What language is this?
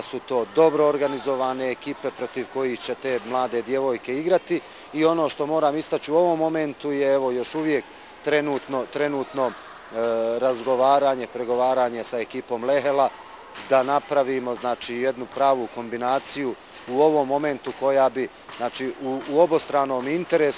Bosnian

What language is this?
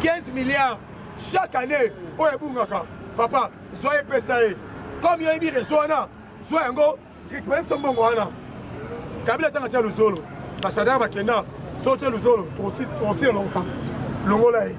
Lingala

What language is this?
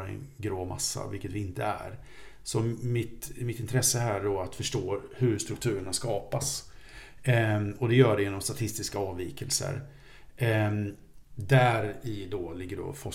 Swedish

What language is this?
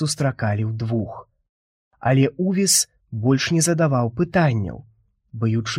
Belarusian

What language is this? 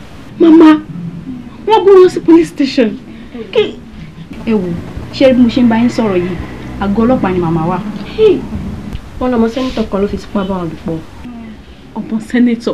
Yoruba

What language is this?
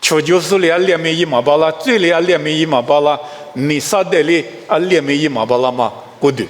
Lisu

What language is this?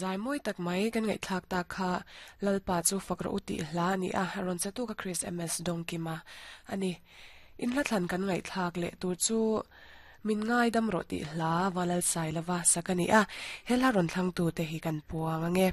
Mizo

